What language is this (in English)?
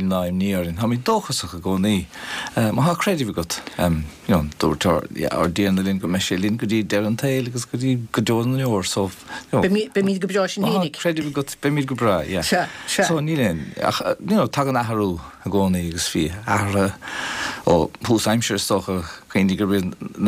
Irish